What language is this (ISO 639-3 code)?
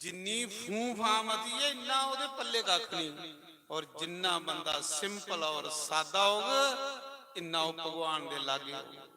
doi